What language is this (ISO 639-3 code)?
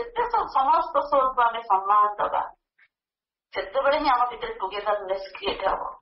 ori